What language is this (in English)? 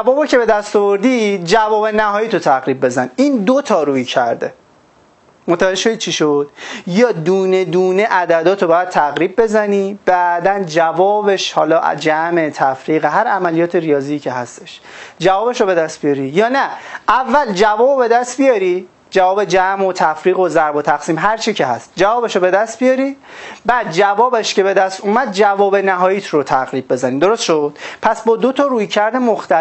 Persian